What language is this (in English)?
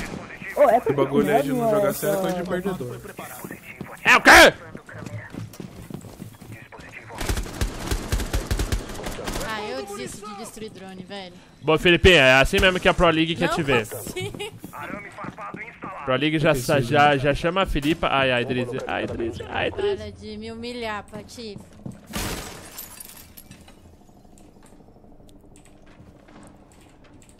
Portuguese